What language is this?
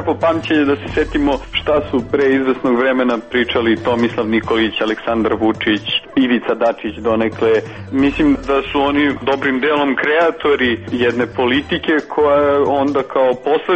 Serbian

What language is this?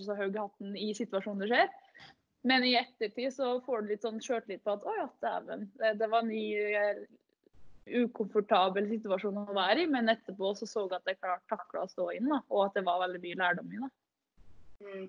Norwegian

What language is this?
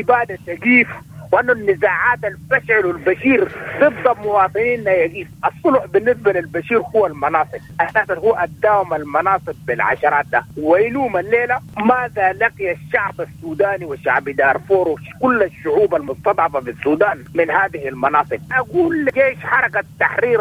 Sudanese Arabic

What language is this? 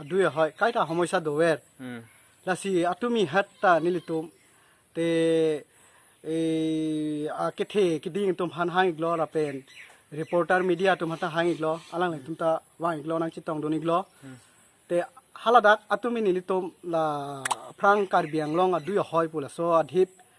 Karbi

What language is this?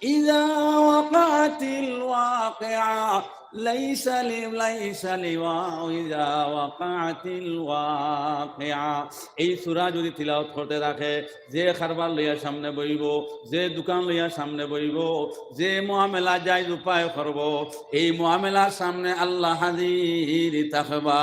Sylheti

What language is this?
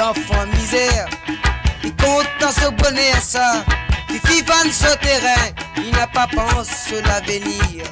Morisyen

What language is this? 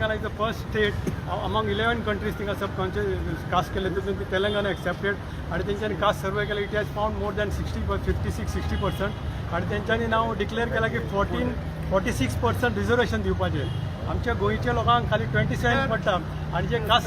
Konkani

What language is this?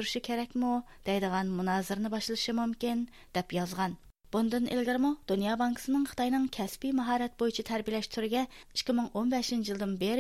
Uyghur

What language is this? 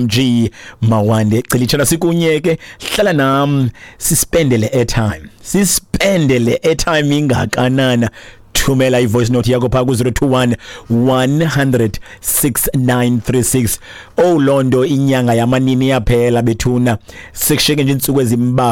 Xhosa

